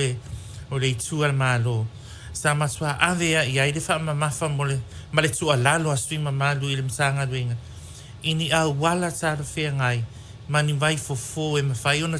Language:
Samoan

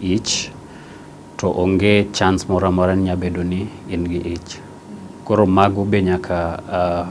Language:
Luo (Kenya and Tanzania)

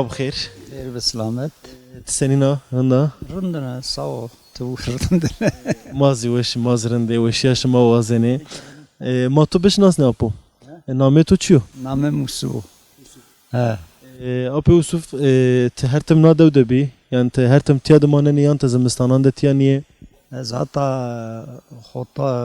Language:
Zaza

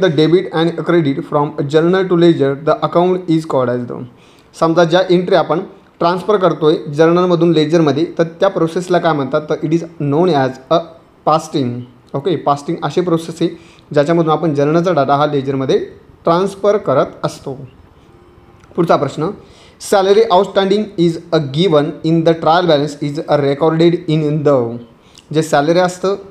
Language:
Marathi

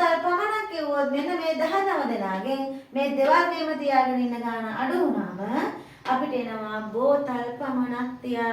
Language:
Sinhala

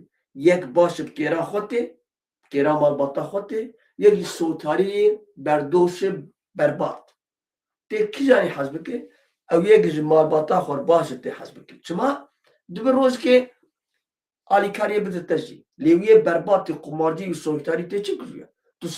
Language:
Kurdish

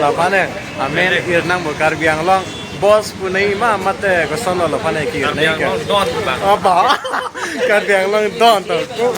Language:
Karbi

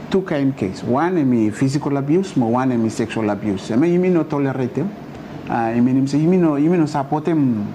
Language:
Bislama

